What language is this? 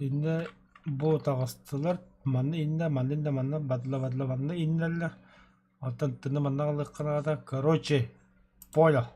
Yakut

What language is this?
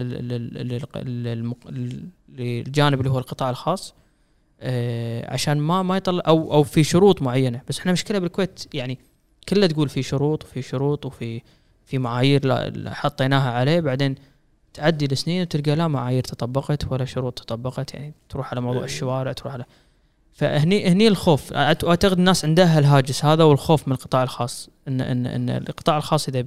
Gulf Arabic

